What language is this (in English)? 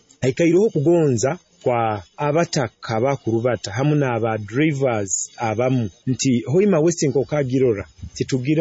Nyoro